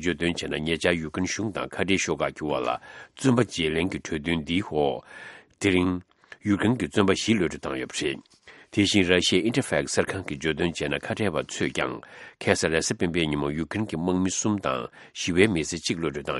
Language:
Tibetan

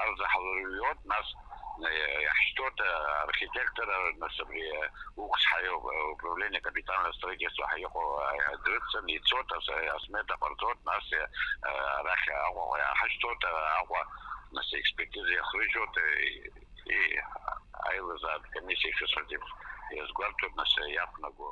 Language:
Abkhazian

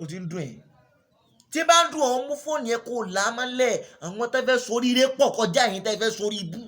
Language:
Yoruba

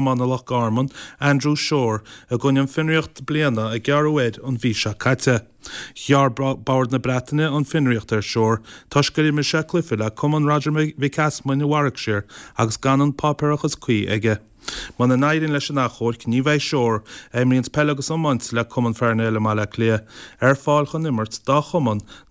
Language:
Irish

